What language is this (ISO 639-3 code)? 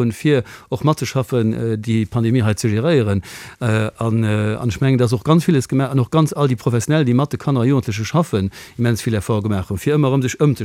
ltz